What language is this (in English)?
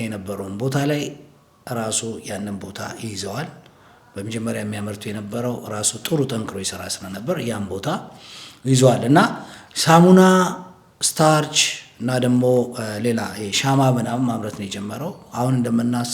Amharic